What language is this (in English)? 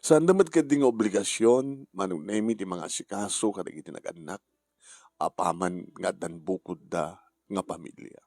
Iloko